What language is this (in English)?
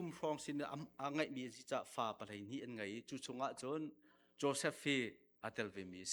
Hakha Chin